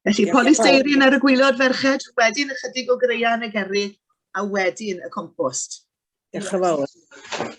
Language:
Welsh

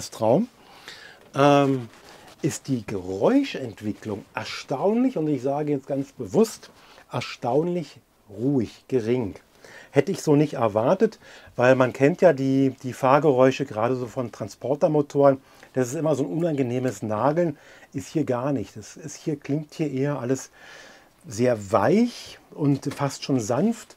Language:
German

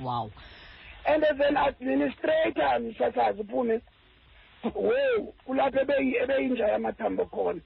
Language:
Xhosa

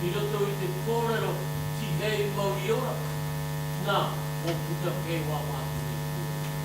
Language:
Māori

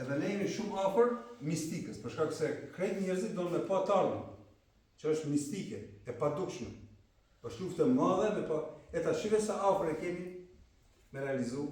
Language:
Albanian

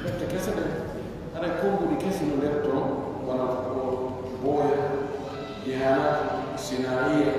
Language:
Pular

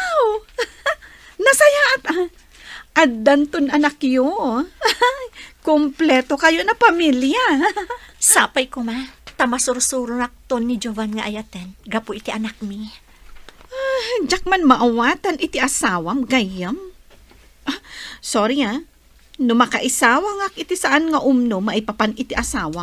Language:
Iloko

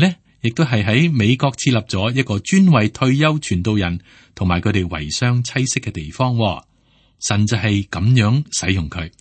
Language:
Cantonese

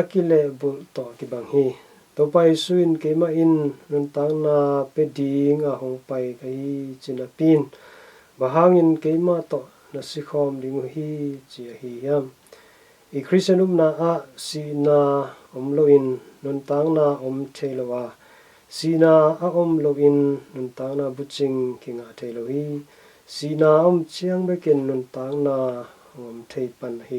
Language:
Tedim Chin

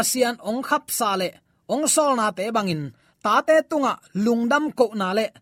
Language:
Tedim Chin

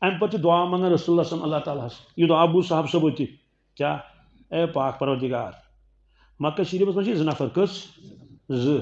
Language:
Kashmiri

